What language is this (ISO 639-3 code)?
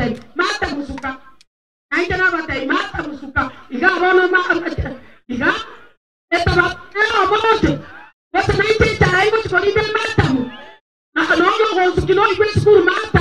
guz